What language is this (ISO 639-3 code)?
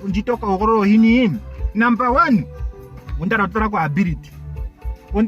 ndo